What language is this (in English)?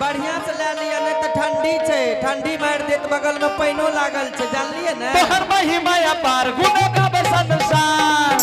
Angika